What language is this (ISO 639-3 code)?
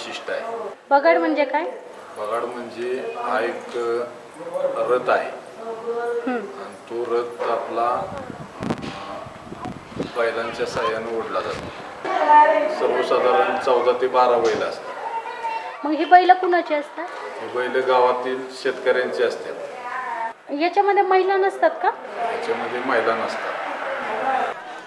mar